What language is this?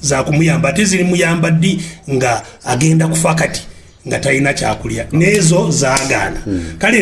Ganda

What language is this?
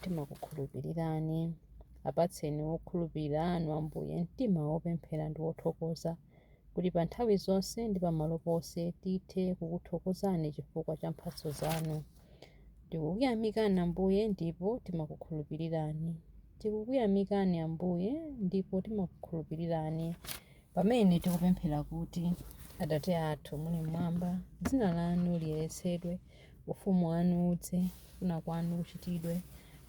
Nyanja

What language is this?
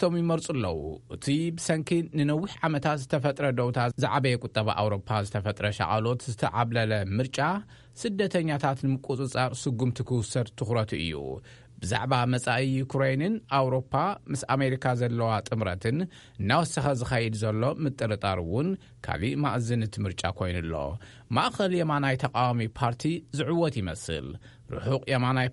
Tigrinya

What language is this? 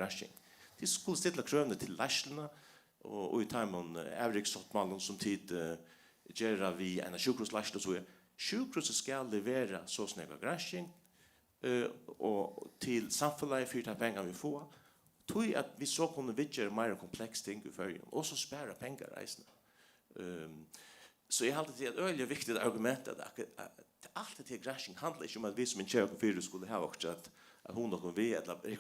Faroese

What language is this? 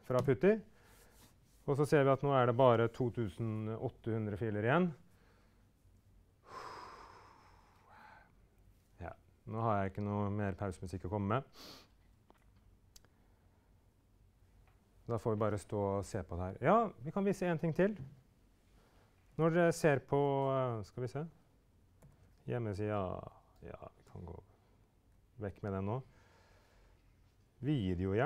Norwegian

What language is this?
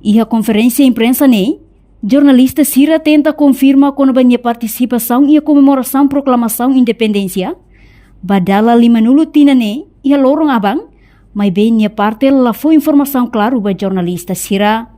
Tetum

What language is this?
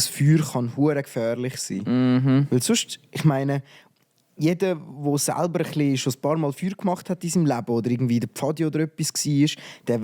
Swiss German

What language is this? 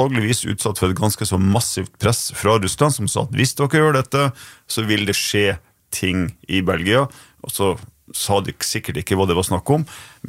Norwegian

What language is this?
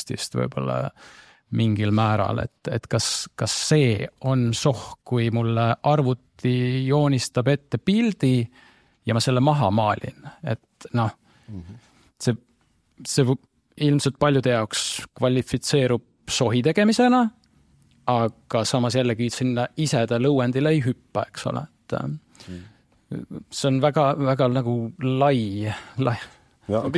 Estonian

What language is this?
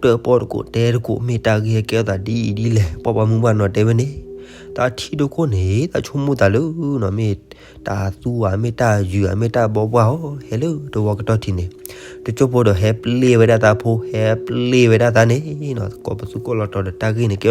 S'gaw Karen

